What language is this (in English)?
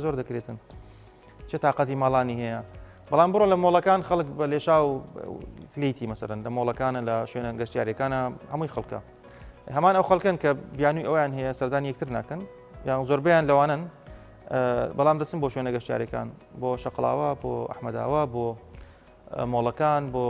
Central Kurdish